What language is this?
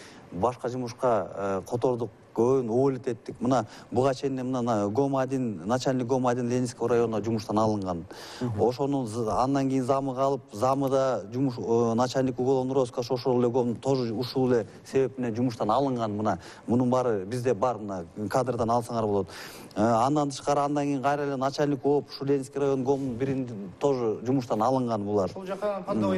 Kyrgyz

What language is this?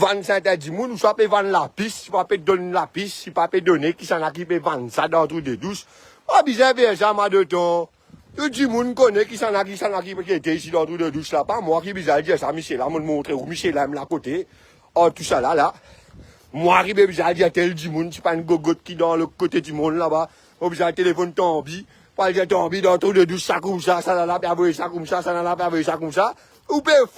Morisyen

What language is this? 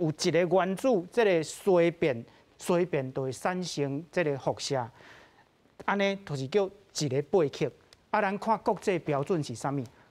Min Nan Chinese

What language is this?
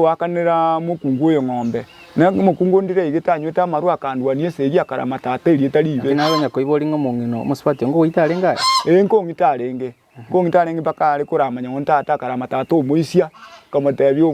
Gusii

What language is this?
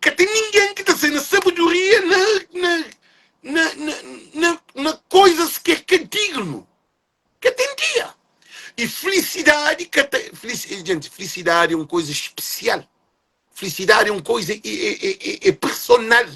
Kabuverdianu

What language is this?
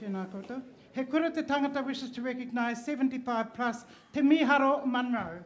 Māori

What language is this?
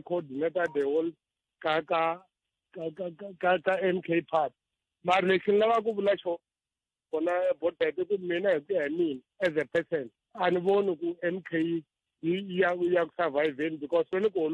Tsonga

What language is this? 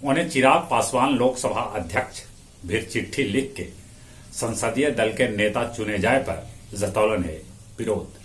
Magahi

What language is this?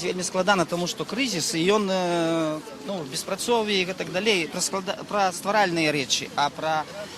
Belarusian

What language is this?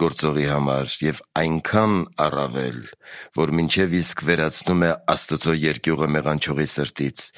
Armenian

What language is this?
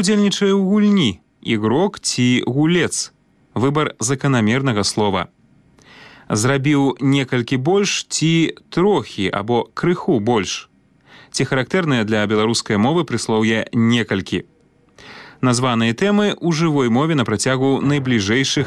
Belarusian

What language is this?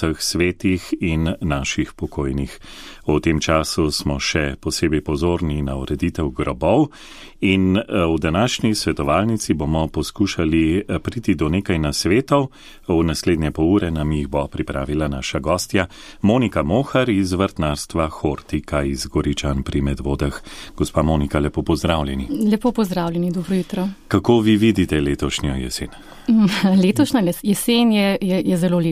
Slovenian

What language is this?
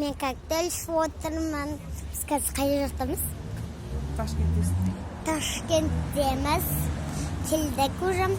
Kazakh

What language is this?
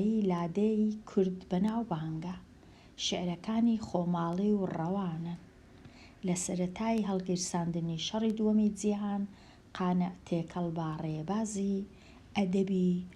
Central Kurdish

